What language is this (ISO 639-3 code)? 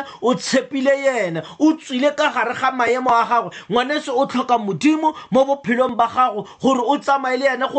tsn